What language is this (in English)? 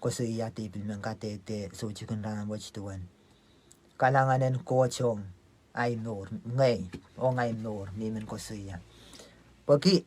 Pohnpeian